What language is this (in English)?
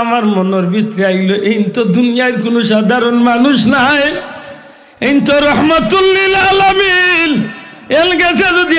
Sylheti